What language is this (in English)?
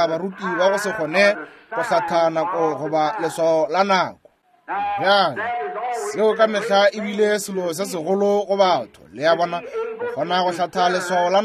Northern Sotho